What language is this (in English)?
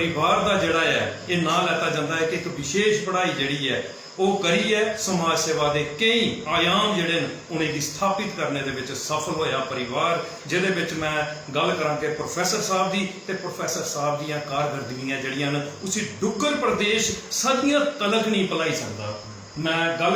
Dogri